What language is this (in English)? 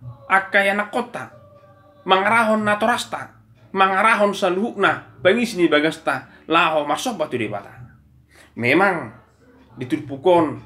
Batak Toba